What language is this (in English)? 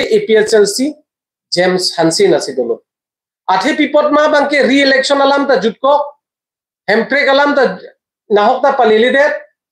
Karbi